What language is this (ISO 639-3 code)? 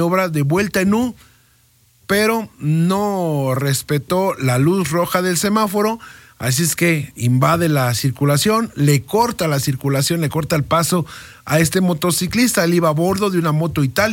spa